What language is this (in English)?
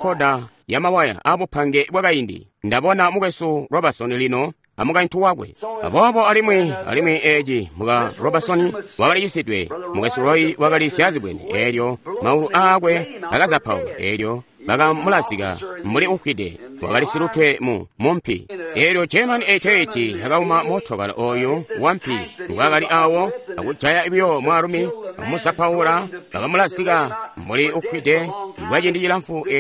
Tonga (Zambia)